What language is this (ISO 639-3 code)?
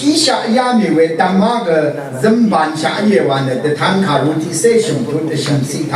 raw